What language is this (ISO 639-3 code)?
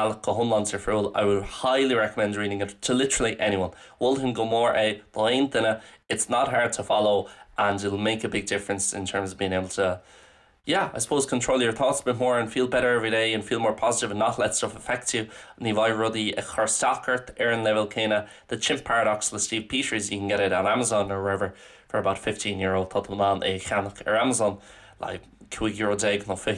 gle